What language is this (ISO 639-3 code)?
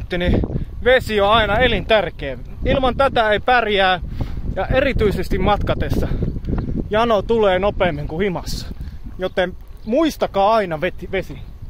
fin